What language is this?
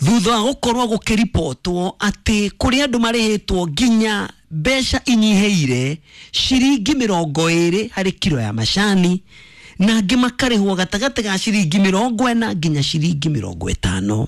Kikuyu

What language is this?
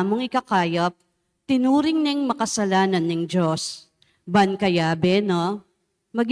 Pampanga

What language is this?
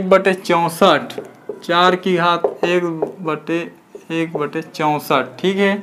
Chhattisgarhi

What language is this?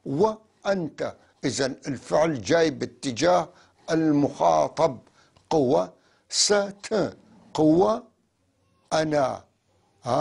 North Levantine Arabic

